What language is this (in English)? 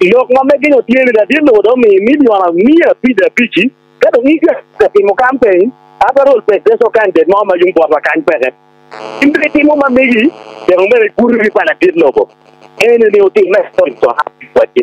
Acoli